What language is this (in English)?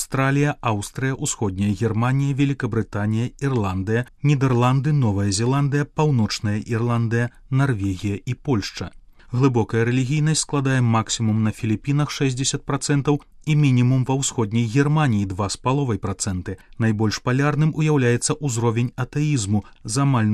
Belarusian